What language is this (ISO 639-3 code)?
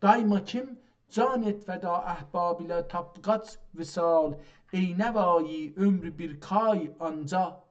azb